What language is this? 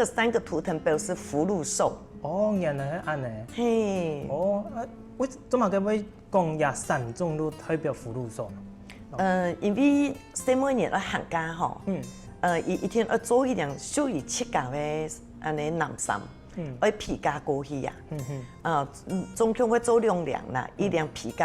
Hakka Chinese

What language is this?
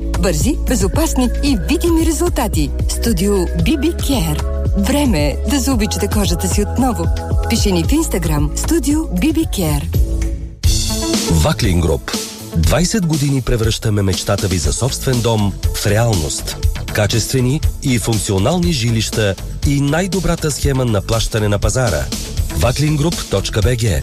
Bulgarian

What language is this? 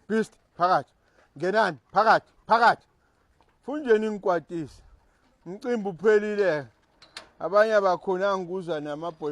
Zulu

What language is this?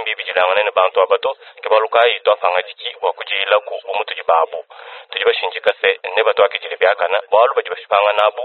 Luba-Lulua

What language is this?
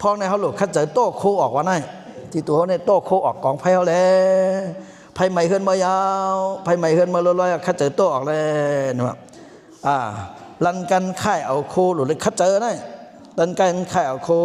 Shan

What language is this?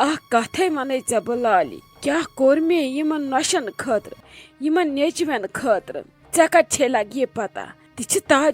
Kashmiri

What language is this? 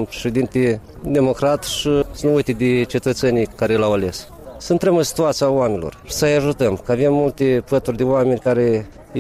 Romanian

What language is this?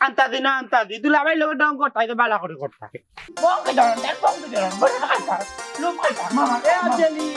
Sylheti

